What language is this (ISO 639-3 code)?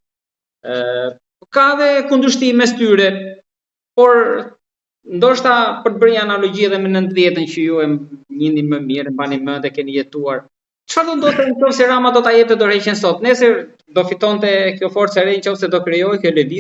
sqi